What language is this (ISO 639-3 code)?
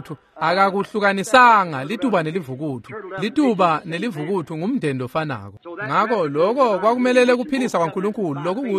ssw